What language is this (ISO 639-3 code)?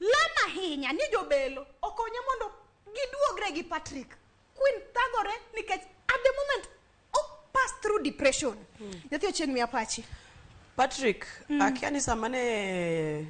luo